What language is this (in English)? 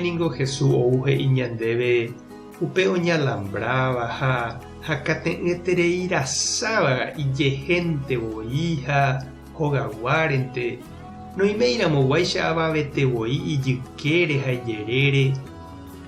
Guarani